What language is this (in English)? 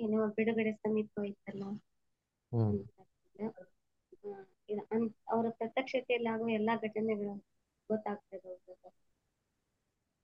Kannada